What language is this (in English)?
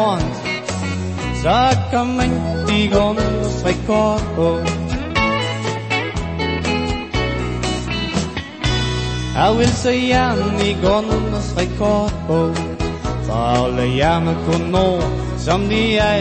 Danish